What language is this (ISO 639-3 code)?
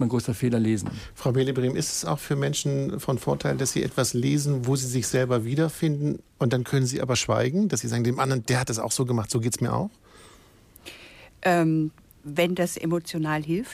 deu